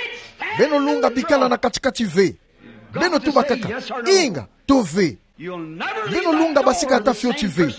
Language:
Kituba (Democratic Republic of Congo)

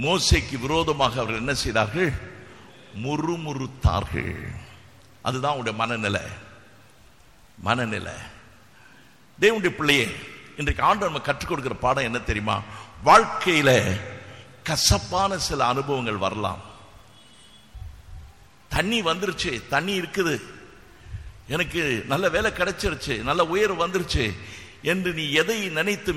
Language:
Tamil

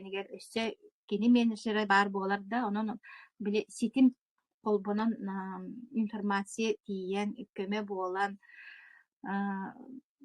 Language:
Yakut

